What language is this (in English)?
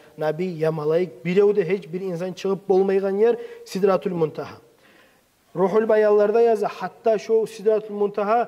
Kumyk